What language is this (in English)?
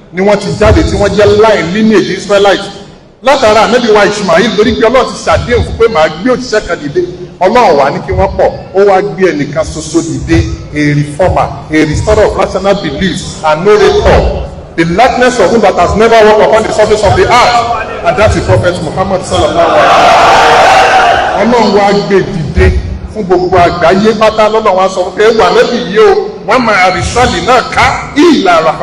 Yoruba